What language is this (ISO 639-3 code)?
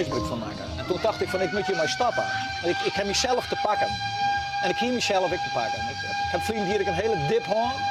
fry